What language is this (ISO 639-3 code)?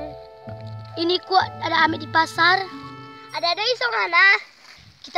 xmm